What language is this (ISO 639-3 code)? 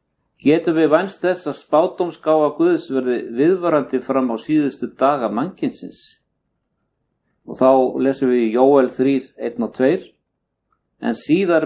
isl